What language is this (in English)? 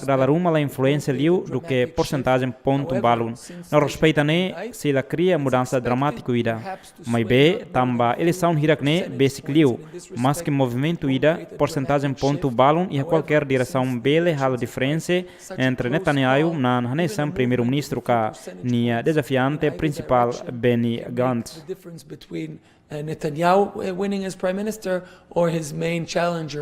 Tetum